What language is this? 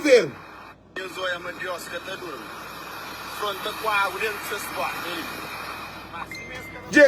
Kabuverdianu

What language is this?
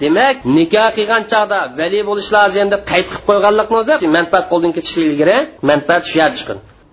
Uyghur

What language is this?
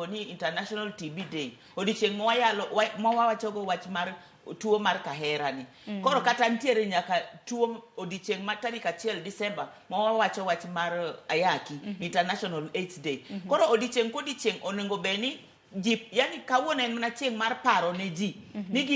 Luo (Kenya and Tanzania)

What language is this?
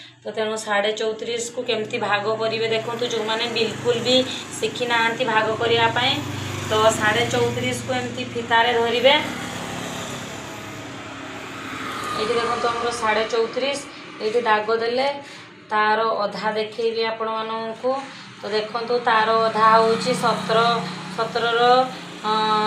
Odia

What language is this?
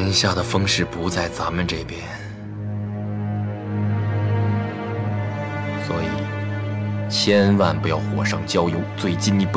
Chinese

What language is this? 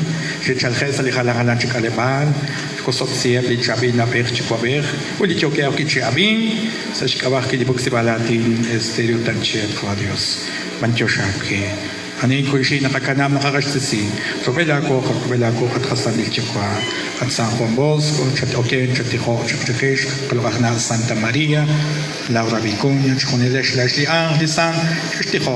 Kekchí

